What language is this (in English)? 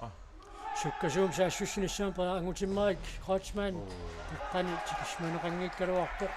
Kalaallisut